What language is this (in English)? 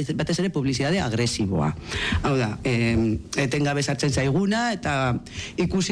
Basque